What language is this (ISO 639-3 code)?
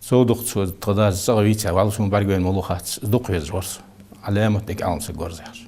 inh